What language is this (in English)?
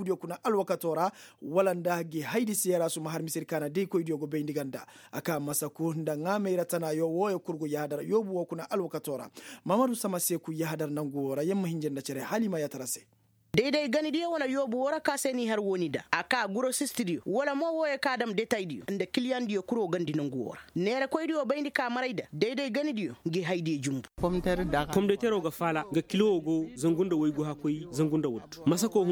Koyraboro Senni